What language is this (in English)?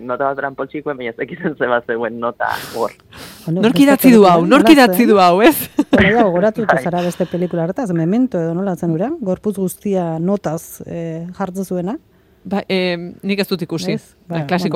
Basque